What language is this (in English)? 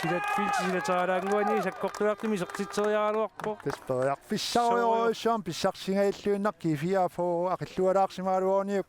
Kalaallisut